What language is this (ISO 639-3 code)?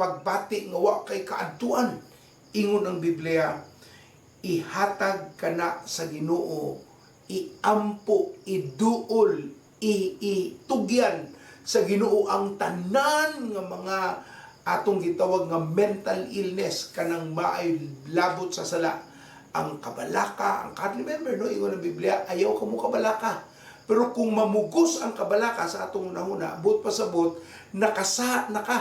ceb